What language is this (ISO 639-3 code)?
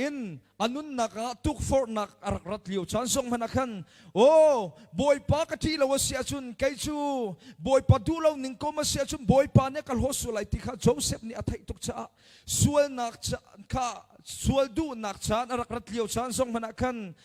cnh